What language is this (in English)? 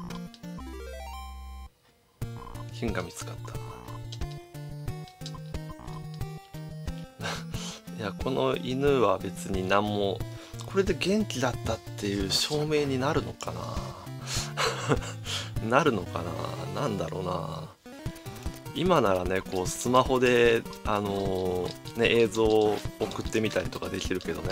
Japanese